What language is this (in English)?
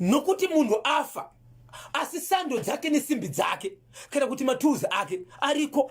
Shona